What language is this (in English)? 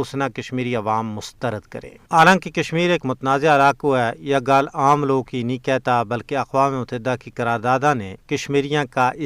Gujari